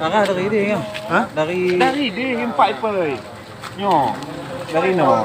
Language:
Achinese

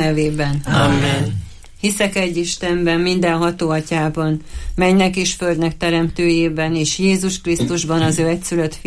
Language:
Hungarian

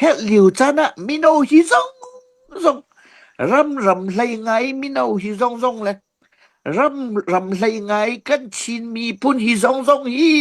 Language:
Hakha Chin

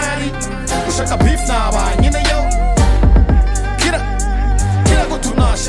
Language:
Kinyarwanda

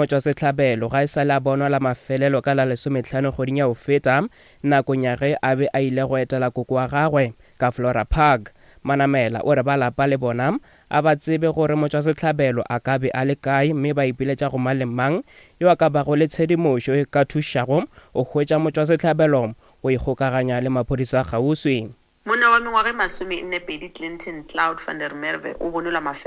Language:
Northern Sotho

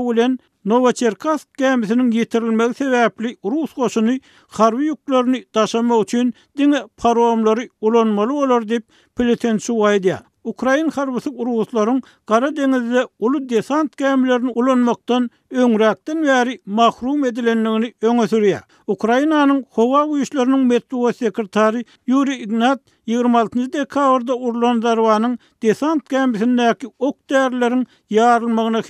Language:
Turkmen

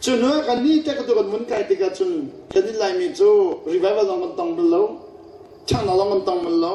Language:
Hakha Chin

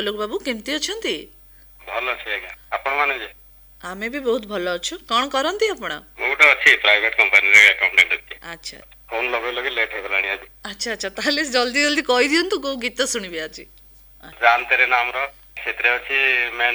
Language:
Odia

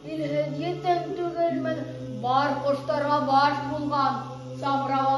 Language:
Bashkir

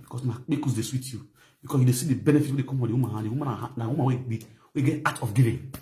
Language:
Nigerian Pidgin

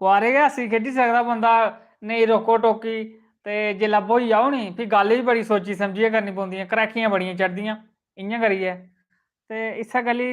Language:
Dogri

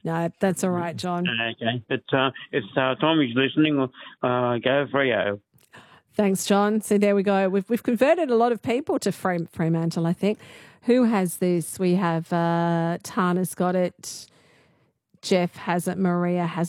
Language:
English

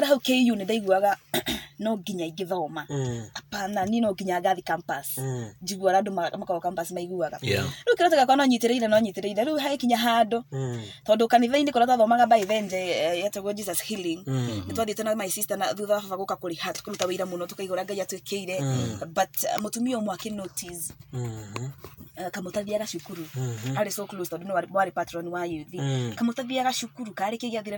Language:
Kikuyu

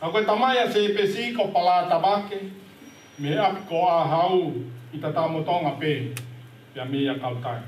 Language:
Tongan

